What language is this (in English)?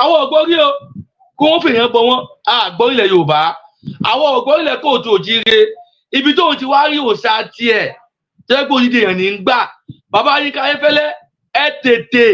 Yoruba